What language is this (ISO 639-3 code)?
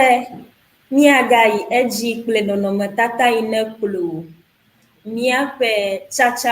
ewe